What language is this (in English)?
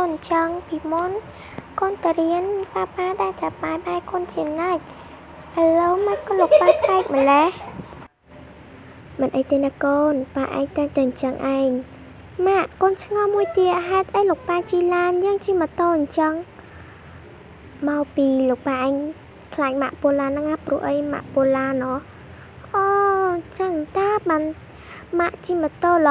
Khmer